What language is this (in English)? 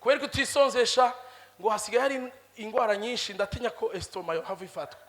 Rundi